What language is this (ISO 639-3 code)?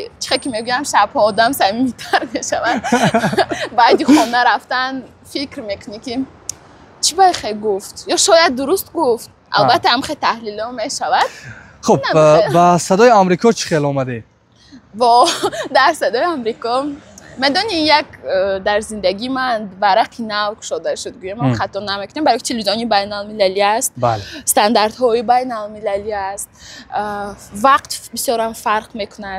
tgk